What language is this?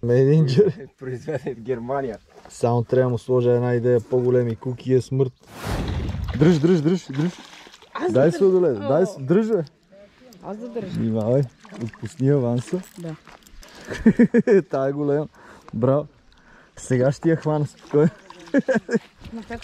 Bulgarian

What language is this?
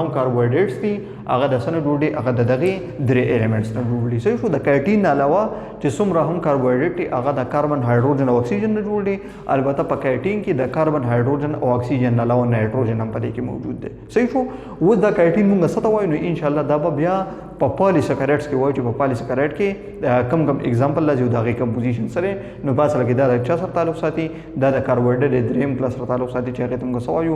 Pashto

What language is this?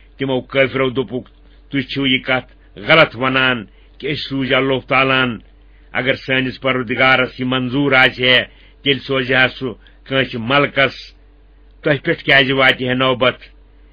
Kashmiri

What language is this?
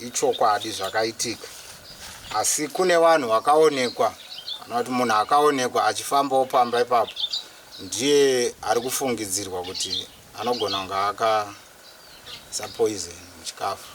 Shona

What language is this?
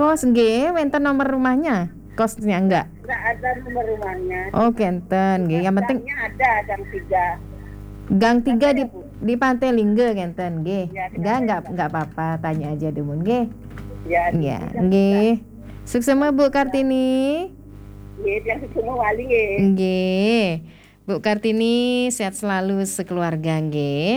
Balinese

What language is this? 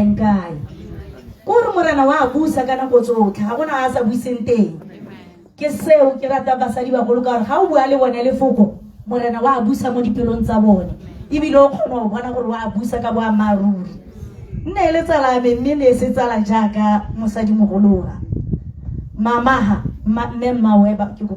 Tswana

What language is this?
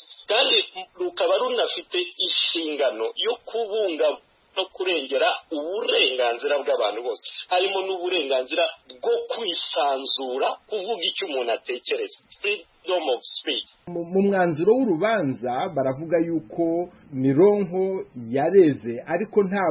Kinyarwanda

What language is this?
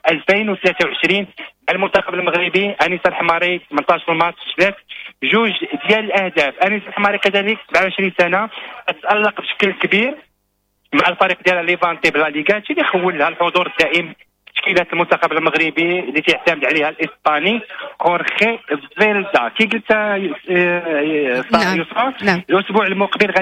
Moroccan Arabic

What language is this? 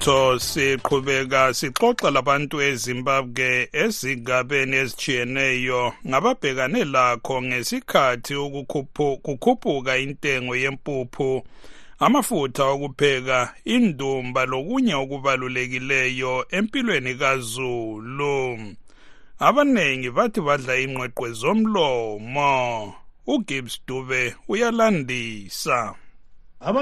North Ndebele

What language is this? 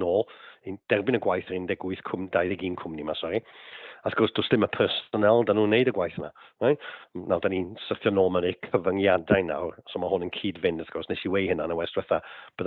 Welsh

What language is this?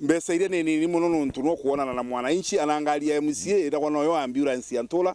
Meru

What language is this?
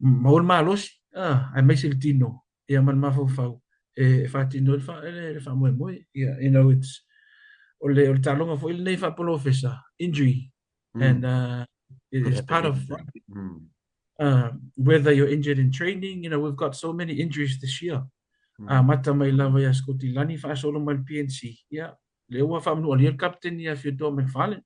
Samoan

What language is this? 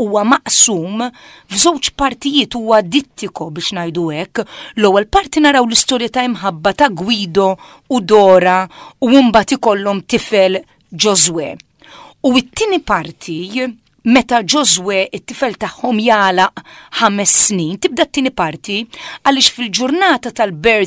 Maltese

